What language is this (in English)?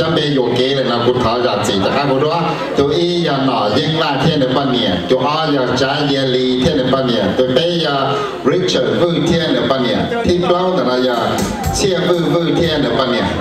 Hmong